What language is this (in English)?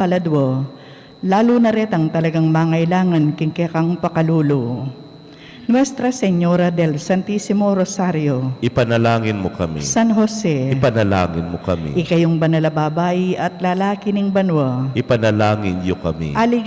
Pampanga